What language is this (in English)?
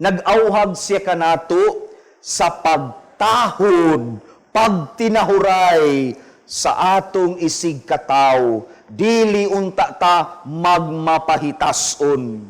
Cebuano